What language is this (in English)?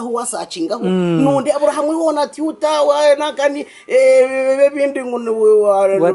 Nyankole